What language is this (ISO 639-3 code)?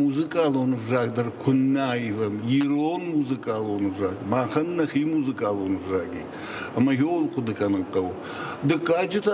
oss